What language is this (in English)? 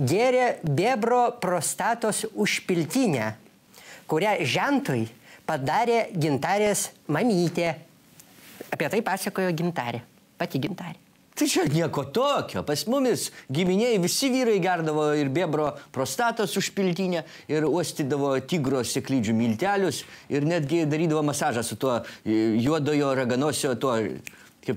Lithuanian